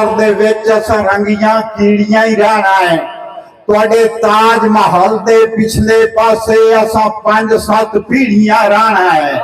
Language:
Saraiki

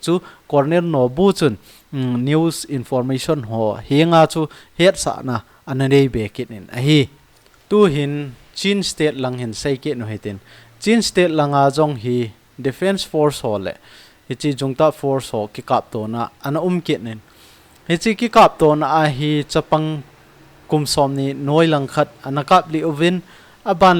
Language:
Thado Chin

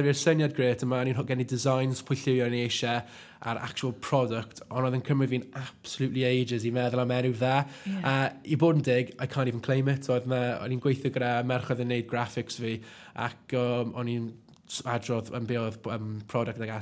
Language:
Welsh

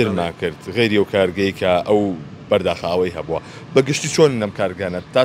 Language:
Central Kurdish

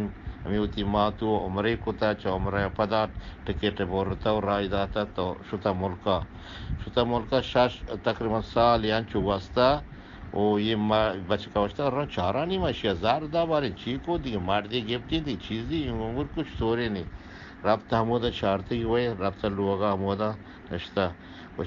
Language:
Eastern Balochi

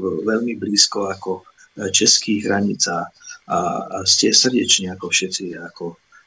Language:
Slovak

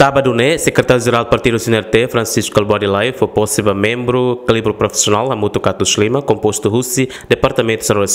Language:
Tetum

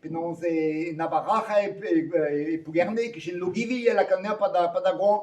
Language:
Breton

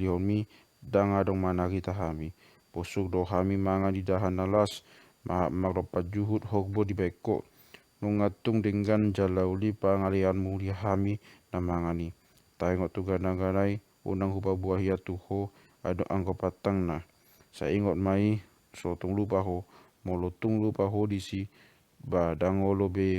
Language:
Batak Toba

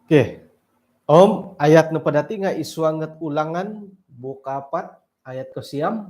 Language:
Central Dusun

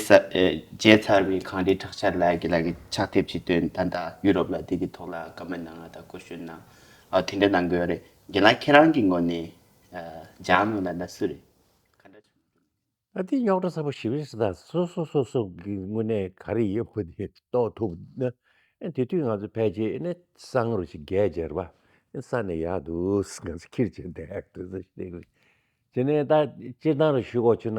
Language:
Tibetan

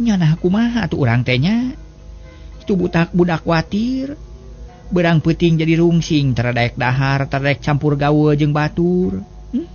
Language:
Sundanese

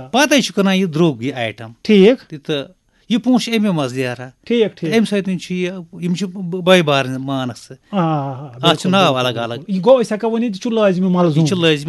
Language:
Kashmiri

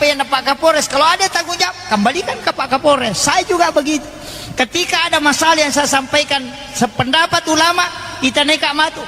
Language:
Buginese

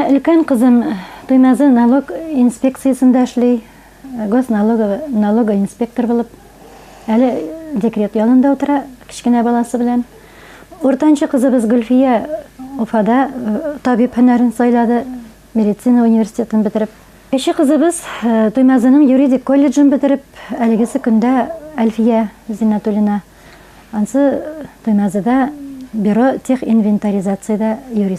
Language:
Bashkir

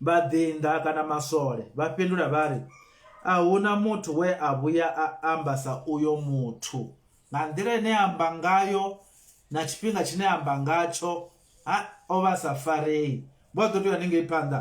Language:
Venda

